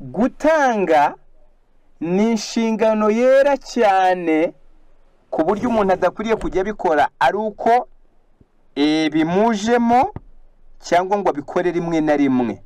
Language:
Kinyarwanda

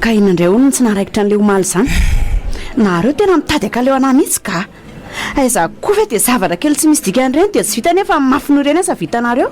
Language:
Malagasy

